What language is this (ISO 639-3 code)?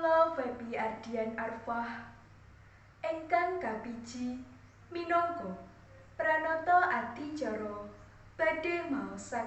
jav